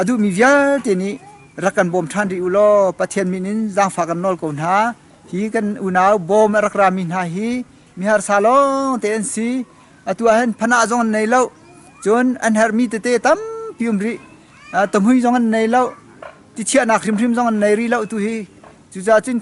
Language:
Hakha Chin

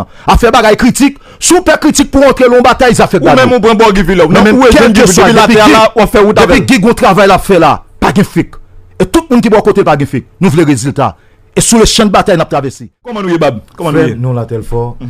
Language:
Haitian Creole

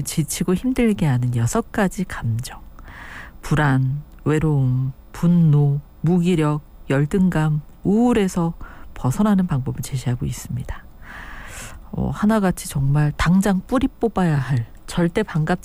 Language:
Korean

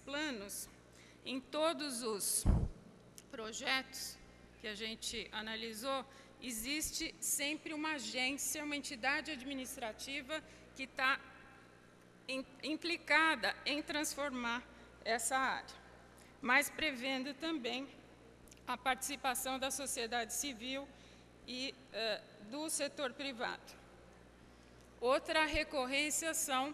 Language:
Portuguese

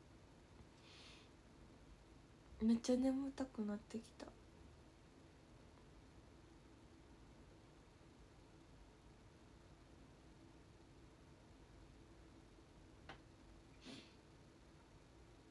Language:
Japanese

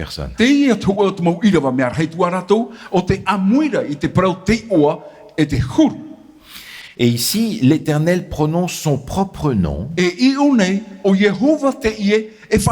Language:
Tahitian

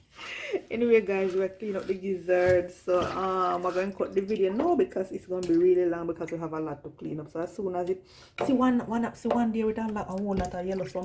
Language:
Jamaican Creole English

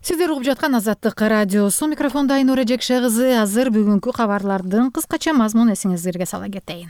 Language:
Kyrgyz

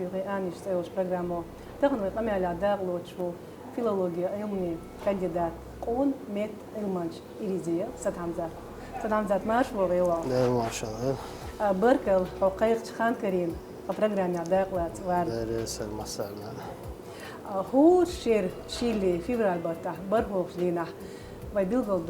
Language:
Chechen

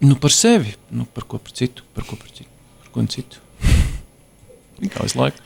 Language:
Latvian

